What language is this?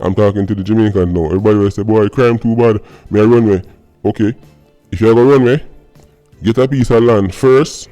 Jamaican Creole English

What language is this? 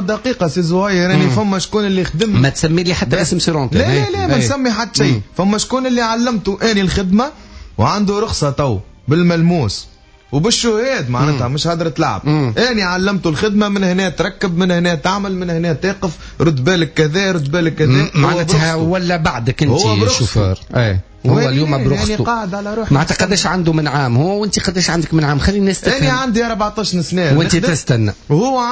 Tunisian Arabic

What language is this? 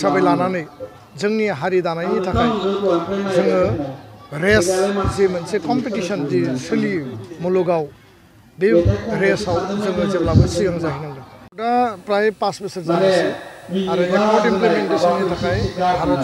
Bodo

